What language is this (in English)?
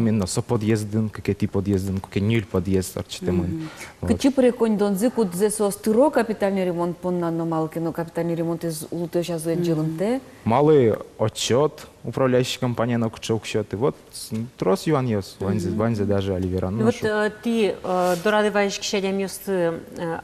Udmurt